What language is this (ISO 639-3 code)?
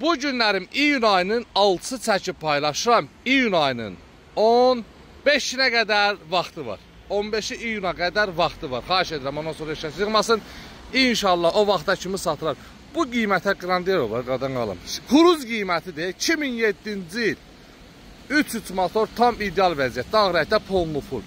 aze